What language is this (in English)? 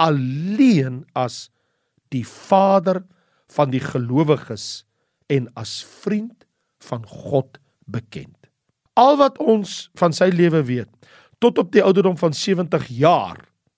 Afrikaans